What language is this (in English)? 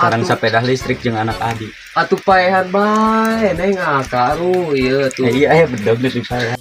Sundanese